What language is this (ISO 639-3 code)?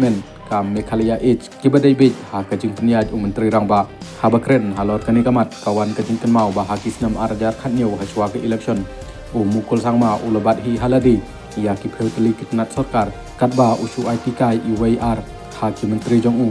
kha